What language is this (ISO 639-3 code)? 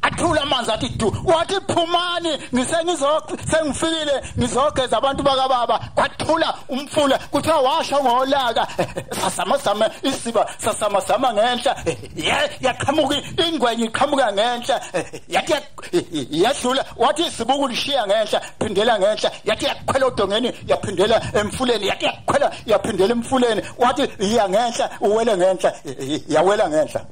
zul